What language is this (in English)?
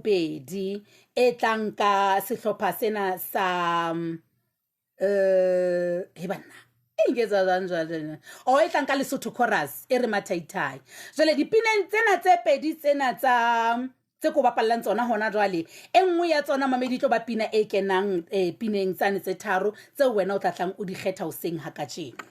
Southern Sotho